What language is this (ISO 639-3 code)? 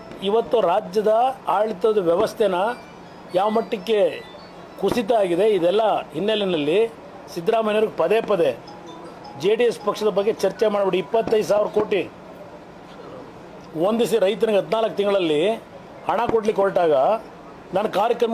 kan